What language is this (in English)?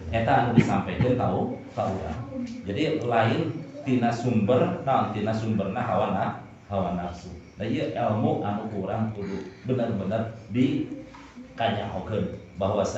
Sundanese